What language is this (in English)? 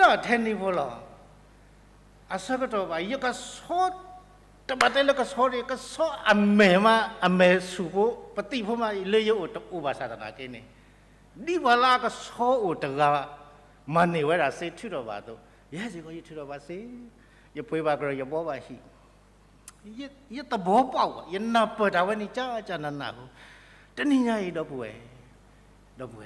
S'gaw Karen